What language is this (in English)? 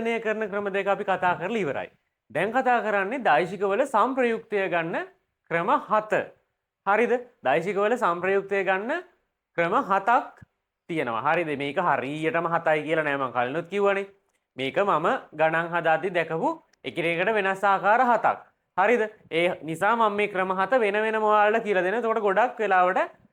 Sinhala